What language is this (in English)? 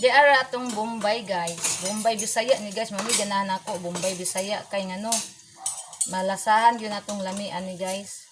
Cebuano